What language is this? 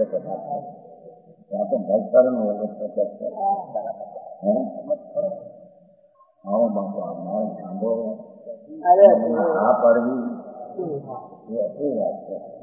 Gujarati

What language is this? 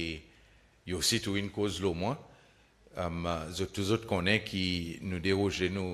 Seselwa Creole French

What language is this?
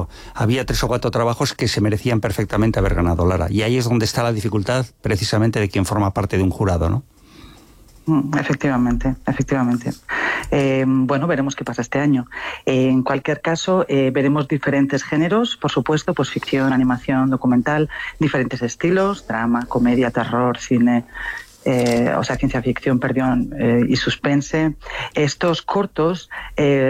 Spanish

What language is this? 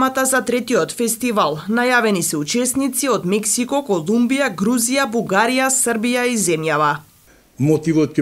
Macedonian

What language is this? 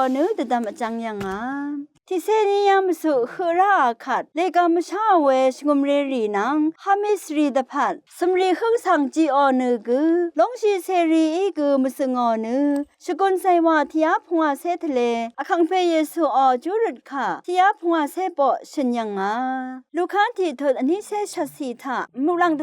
Rawang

